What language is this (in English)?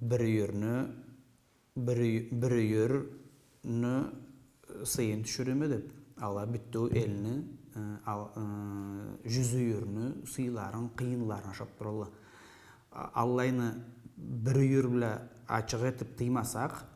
Karachay-Balkar